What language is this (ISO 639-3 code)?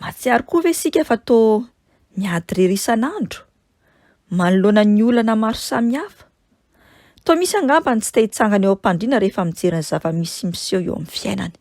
mlg